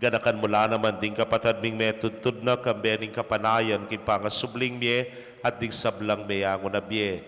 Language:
Pampanga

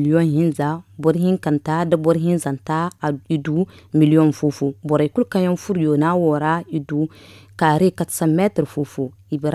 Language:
Zarma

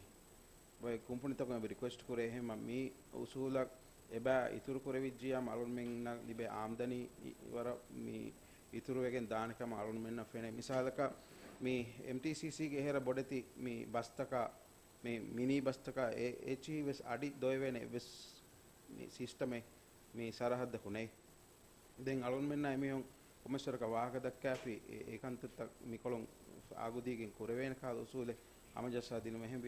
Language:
Divehi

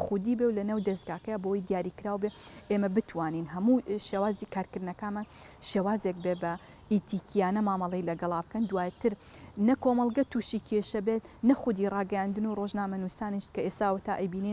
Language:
Central Kurdish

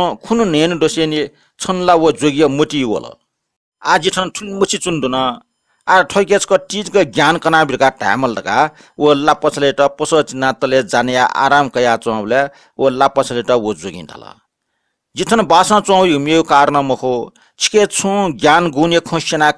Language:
Newari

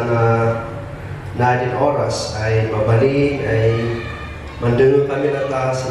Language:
Kankanaey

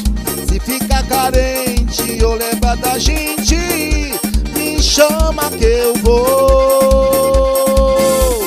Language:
Portuguese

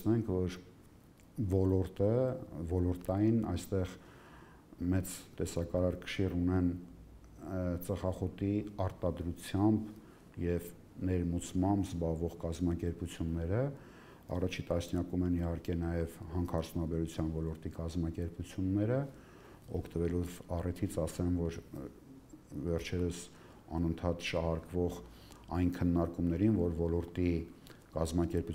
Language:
Armenian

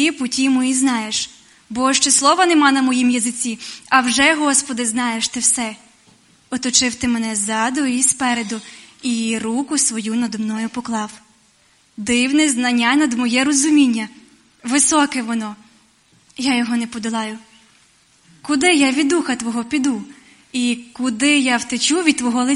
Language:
Ukrainian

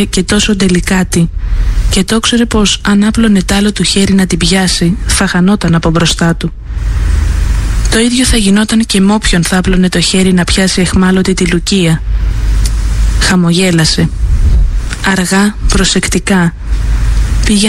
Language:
Greek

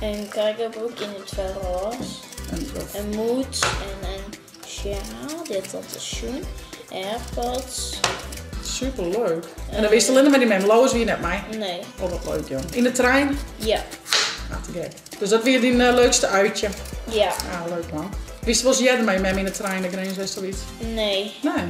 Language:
Western Frisian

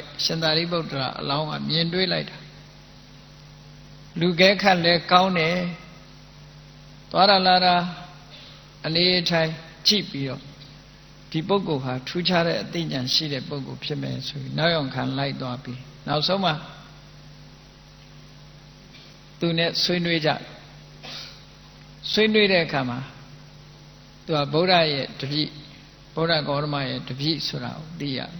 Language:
Burmese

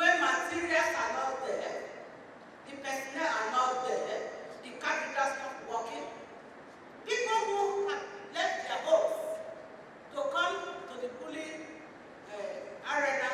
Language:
Nigerian Pidgin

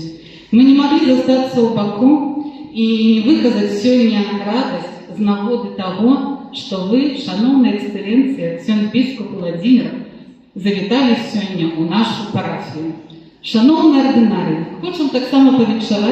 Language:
Belarusian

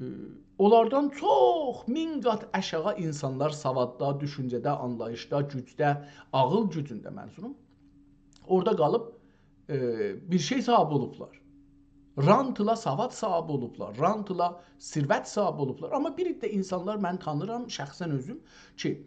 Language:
South Azerbaijani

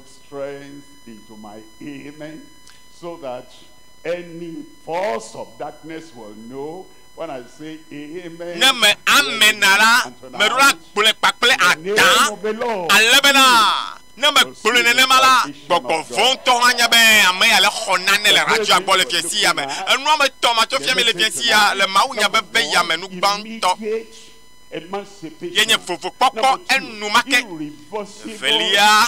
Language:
Ewe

